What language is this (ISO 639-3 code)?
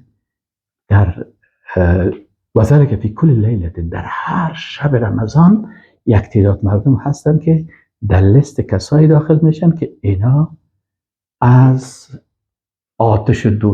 fas